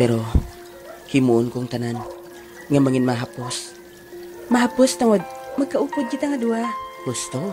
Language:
Hiligaynon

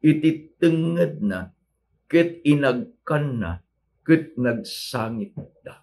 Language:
Iloko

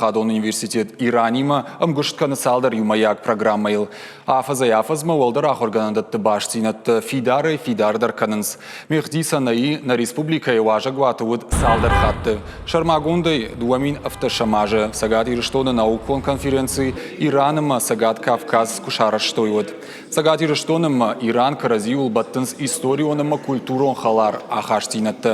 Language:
Ossetic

